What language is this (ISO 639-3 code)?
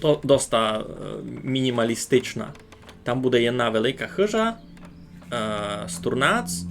rue